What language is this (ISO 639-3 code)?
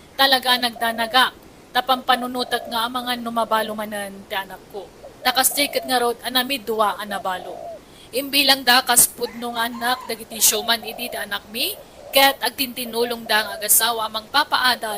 ilo